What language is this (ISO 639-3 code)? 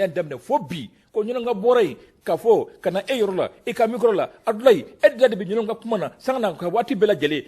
bam